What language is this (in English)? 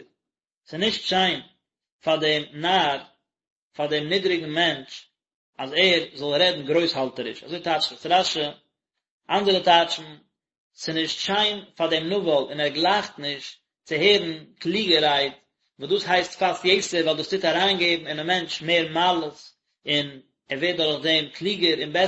Yiddish